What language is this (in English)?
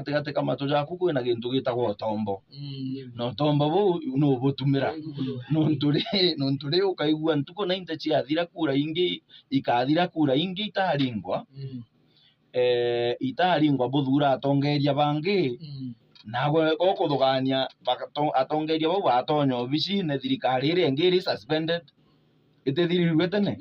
Meru